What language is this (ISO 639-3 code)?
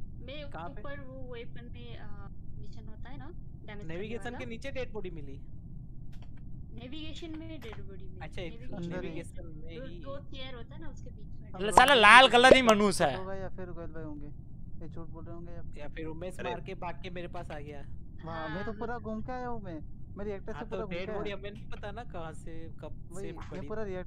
hin